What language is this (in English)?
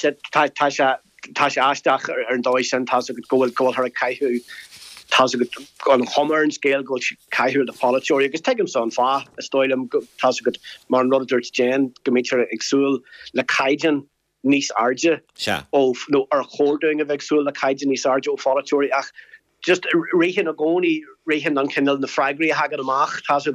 Irish